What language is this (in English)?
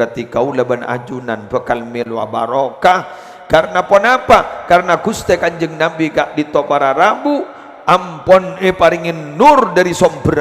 Madurese